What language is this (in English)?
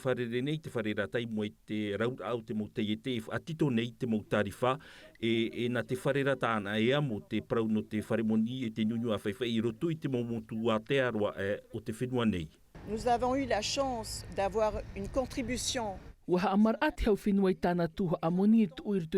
Tahitian